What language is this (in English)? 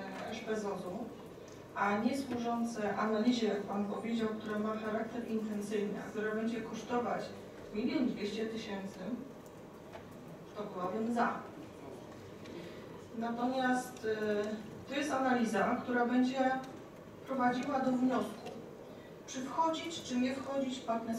Polish